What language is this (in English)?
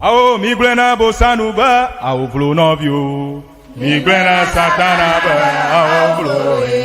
Ewe